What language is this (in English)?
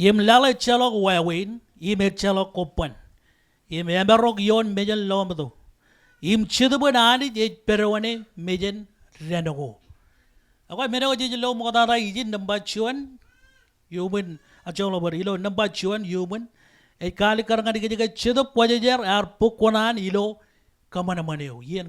Marshallese